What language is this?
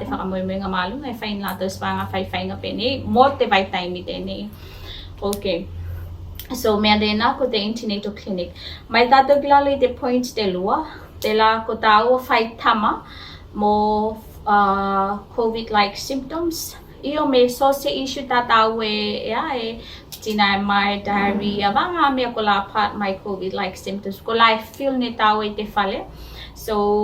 Tuvalu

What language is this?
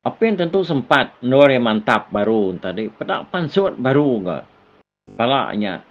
Iban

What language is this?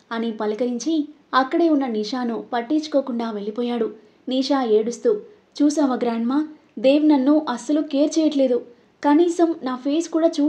Telugu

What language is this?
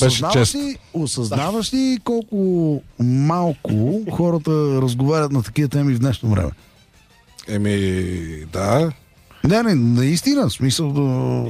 Bulgarian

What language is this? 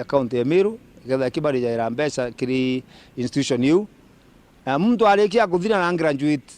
Meru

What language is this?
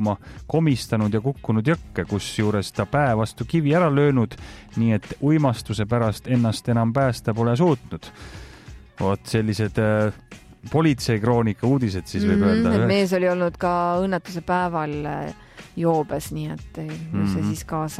Estonian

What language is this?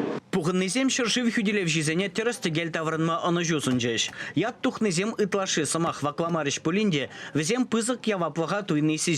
Chuvash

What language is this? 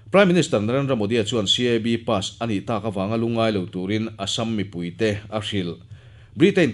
Mizo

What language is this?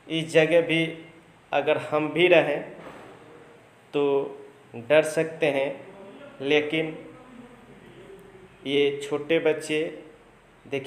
Hindi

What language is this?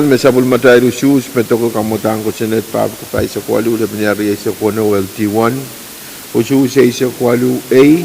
Pohnpeian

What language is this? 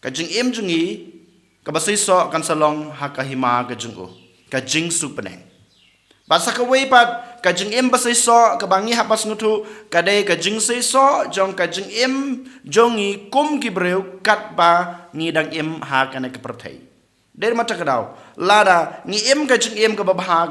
Khasi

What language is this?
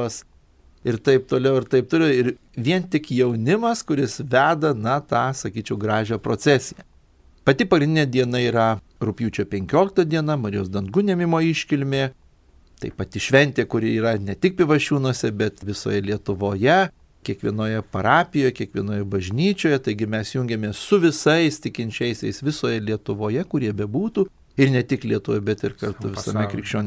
Lithuanian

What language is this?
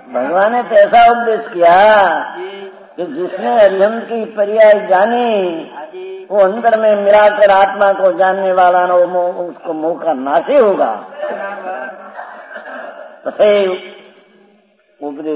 Hindi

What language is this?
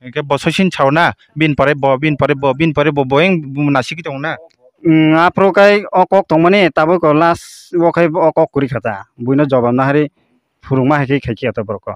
Kok Borok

